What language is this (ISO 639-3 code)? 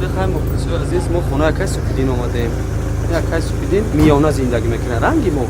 tgk